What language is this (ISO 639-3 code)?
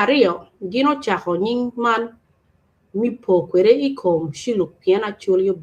ach